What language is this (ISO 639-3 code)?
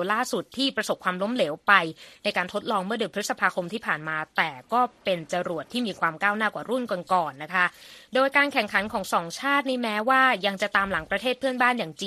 tha